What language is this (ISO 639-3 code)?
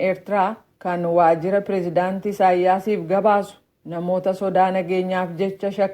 orm